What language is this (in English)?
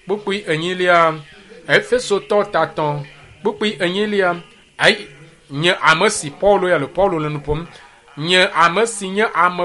Ewe